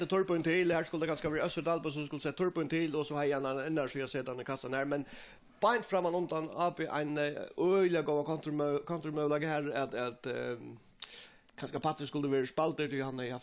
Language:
Faroese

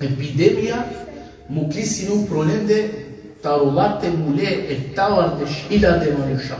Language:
Balkan Romani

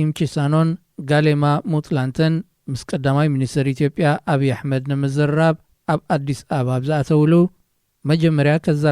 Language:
Tigrinya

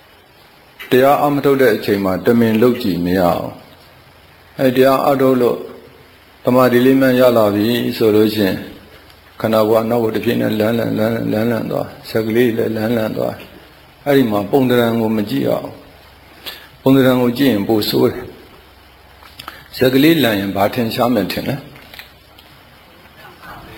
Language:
Burmese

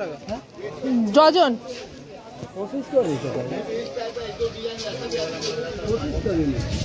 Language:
Bangla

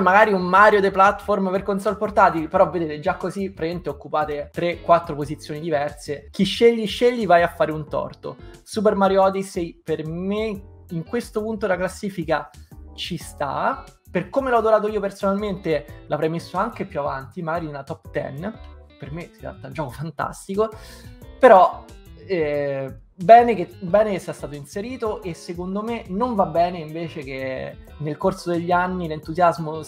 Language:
Italian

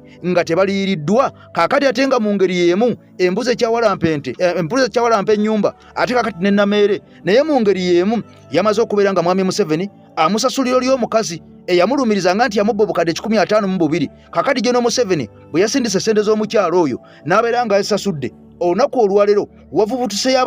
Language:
Ganda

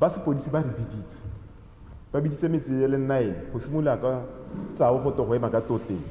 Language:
Tswana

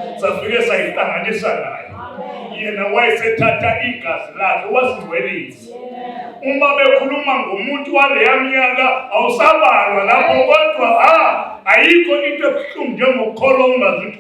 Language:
Zulu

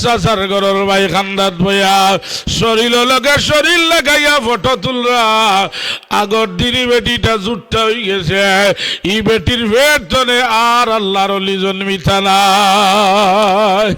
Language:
Sylheti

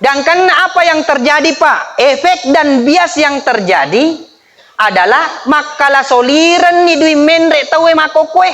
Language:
Buginese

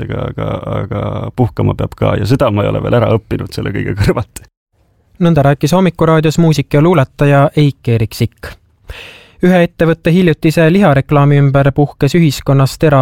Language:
Estonian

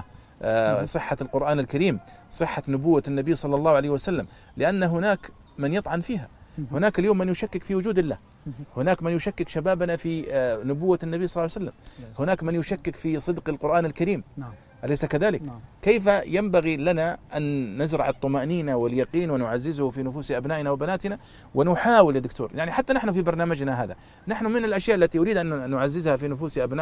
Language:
Arabic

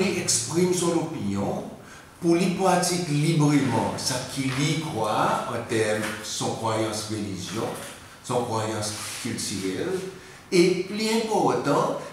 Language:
Seselwa Creole French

